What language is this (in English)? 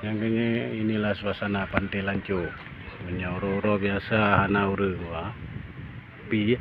Achinese